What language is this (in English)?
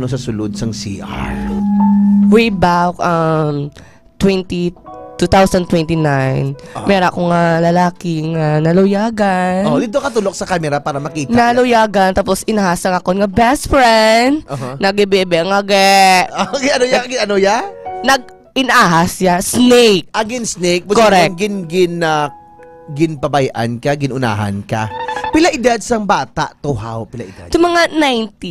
Hiligaynon